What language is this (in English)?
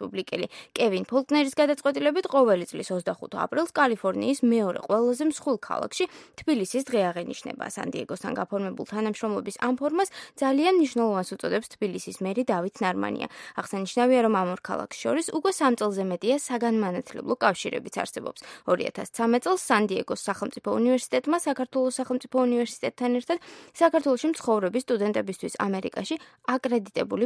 Georgian